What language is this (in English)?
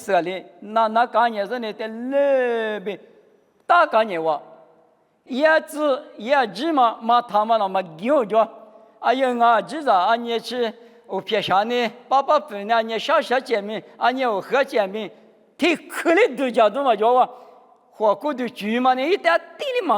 Lisu